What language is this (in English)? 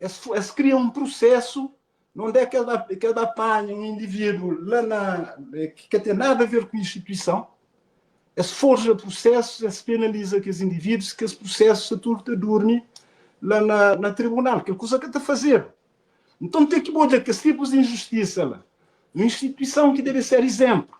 Kabuverdianu